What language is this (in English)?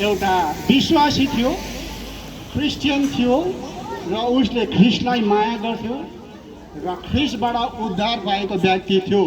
Nepali